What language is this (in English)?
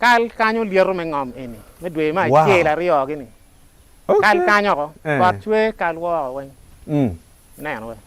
Acoli